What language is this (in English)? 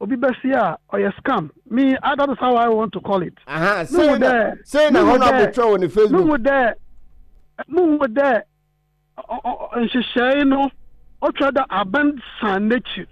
Akan